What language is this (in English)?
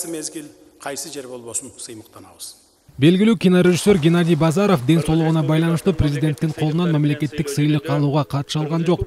Kyrgyz